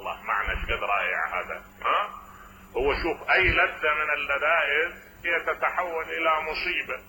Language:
Mesopotamian Arabic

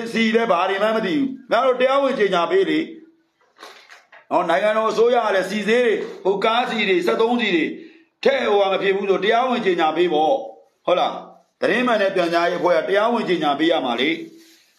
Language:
Burmese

